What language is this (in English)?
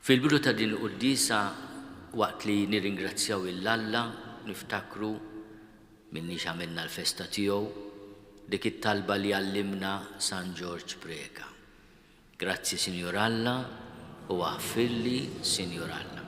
Maltese